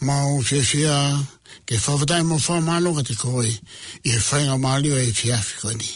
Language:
Tongan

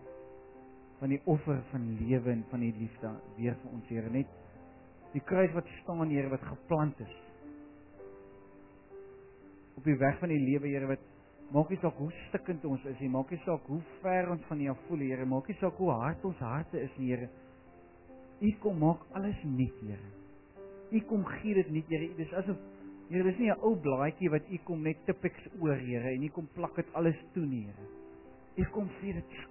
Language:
Afrikaans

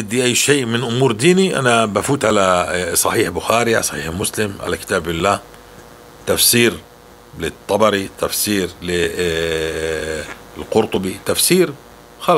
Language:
North Levantine Arabic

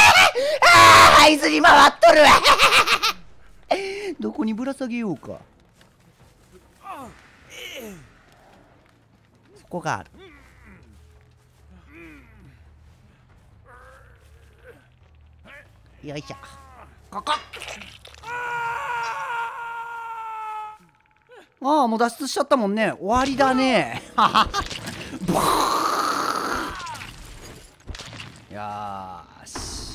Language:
Japanese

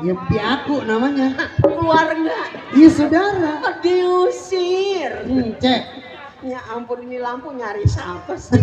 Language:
Betawi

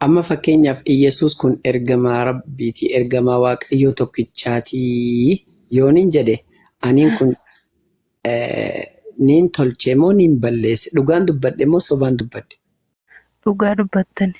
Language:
Oromo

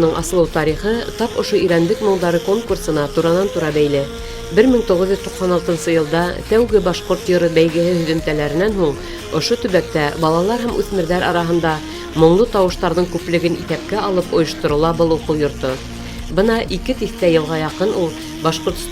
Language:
Bashkir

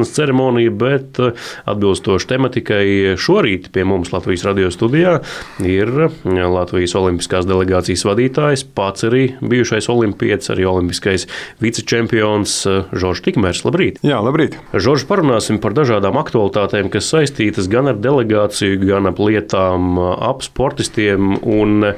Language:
Latvian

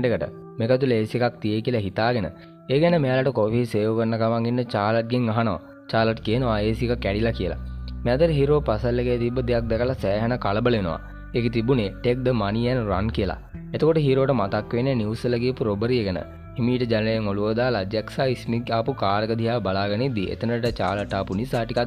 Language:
Sinhala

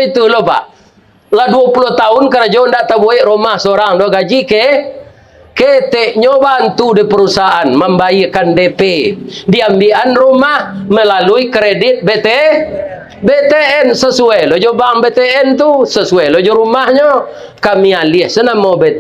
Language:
Minangkabau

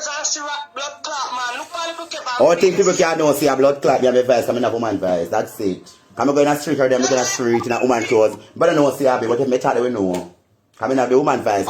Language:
Jamaican Creole English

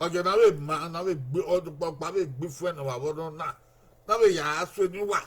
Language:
Bini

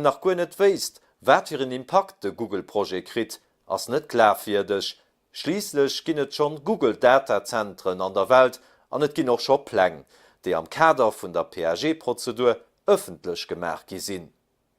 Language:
Luxembourgish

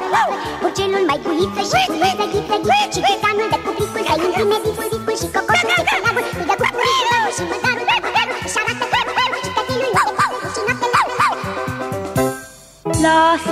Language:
Romanian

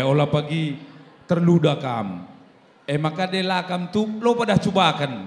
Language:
Batak Karo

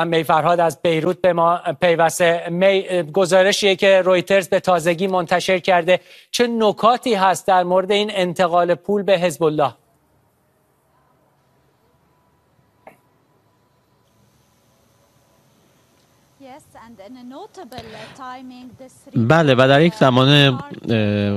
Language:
Persian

